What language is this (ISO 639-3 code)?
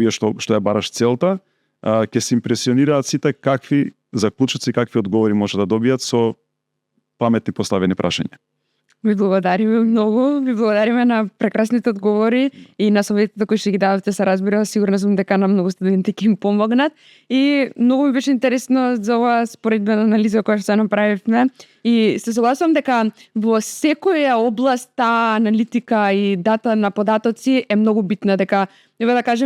mkd